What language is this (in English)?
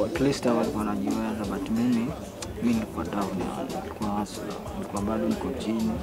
Swahili